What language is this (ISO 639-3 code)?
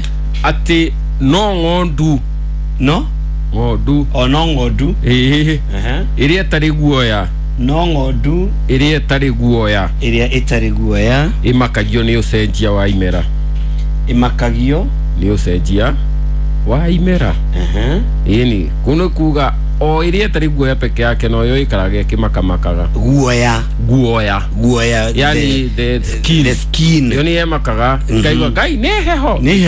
kik